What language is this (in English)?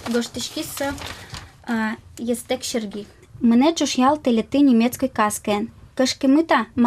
Udmurt